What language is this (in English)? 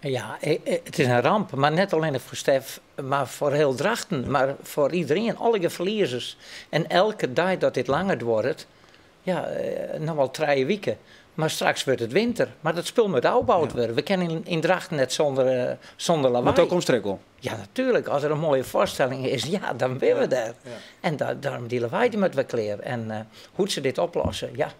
Western Frisian